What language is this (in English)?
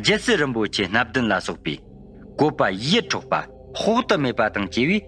Tibetan